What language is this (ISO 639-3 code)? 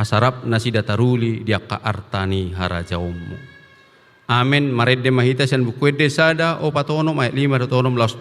bbc